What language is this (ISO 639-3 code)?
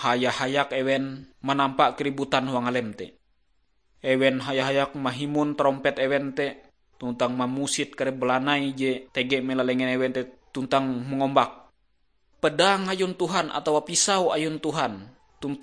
nij